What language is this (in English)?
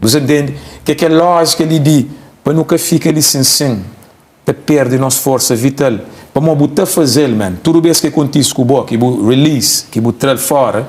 Kabuverdianu